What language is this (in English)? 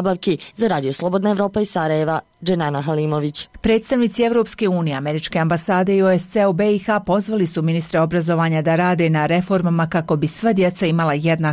Bosnian